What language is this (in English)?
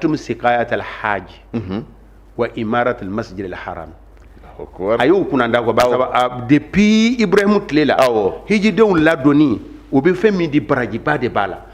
Bambara